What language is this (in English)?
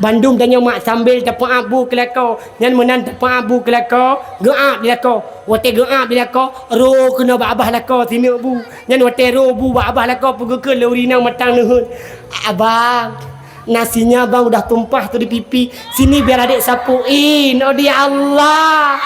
Achinese